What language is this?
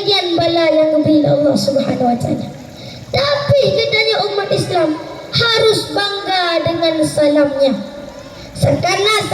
Achinese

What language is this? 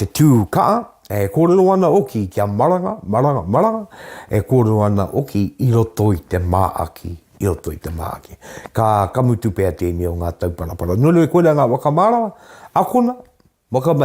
Māori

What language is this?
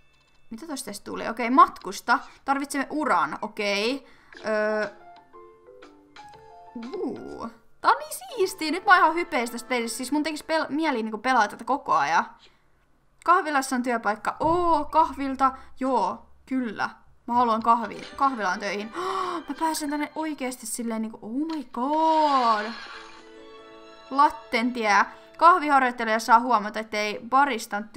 Finnish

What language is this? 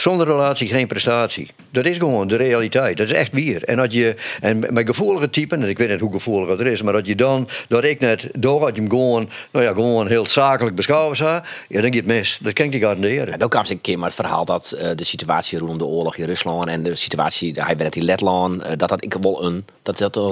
Western Frisian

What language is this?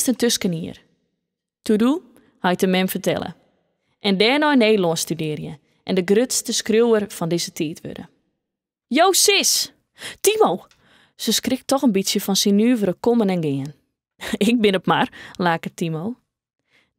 Western Frisian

